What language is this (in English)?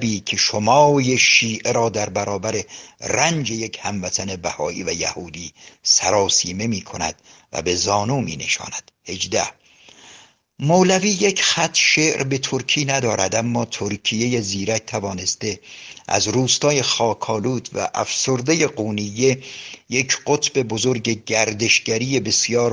Persian